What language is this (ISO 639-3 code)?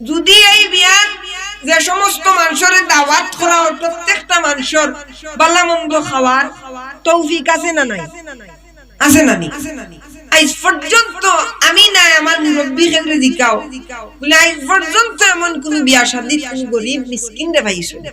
syl